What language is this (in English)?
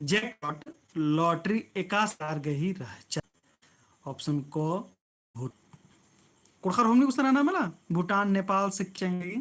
Kurukh